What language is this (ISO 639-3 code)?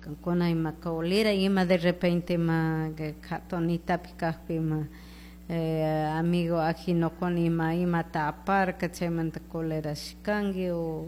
qug